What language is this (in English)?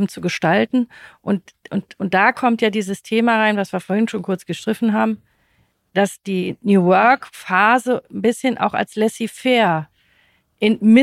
German